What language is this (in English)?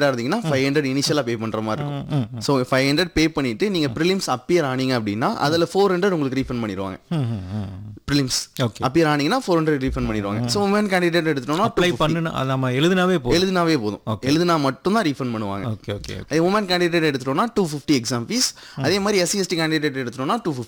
Tamil